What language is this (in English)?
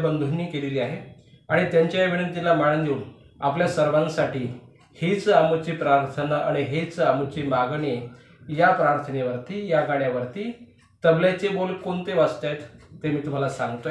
Marathi